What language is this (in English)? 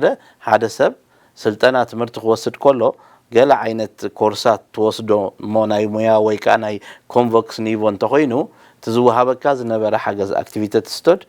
Tigrinya